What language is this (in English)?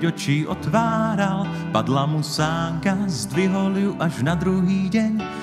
Slovak